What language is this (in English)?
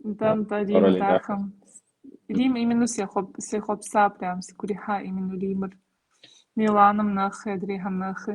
Kabardian